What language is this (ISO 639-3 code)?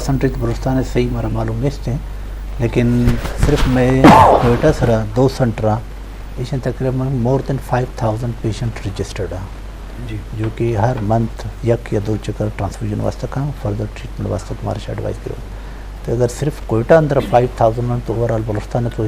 bgp